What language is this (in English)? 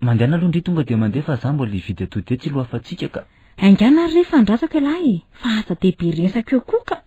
Malagasy